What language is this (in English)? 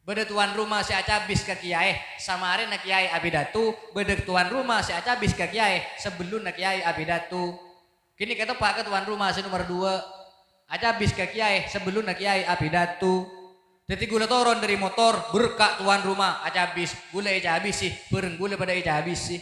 Madurese